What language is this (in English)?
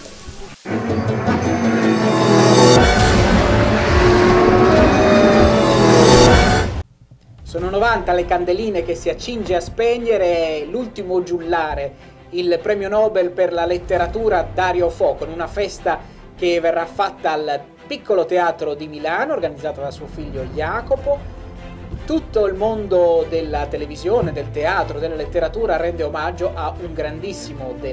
Italian